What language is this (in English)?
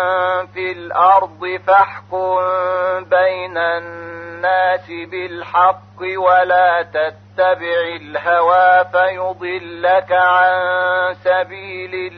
Arabic